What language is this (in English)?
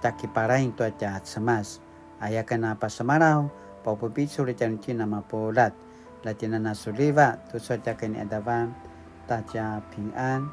Paiwan